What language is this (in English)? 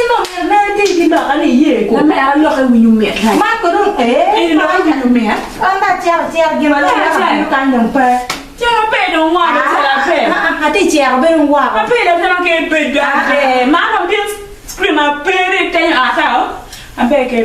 Acoli